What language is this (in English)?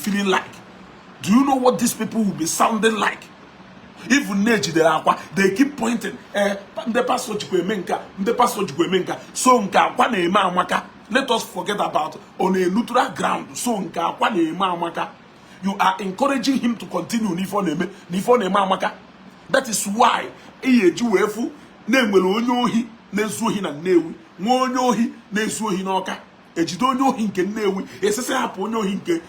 Igbo